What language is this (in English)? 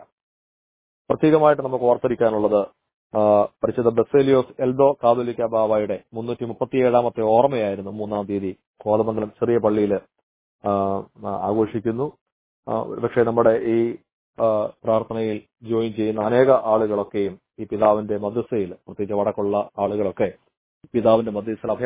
Malayalam